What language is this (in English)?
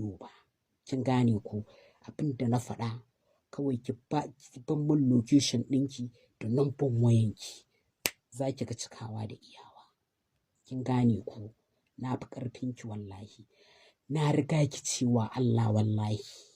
Hausa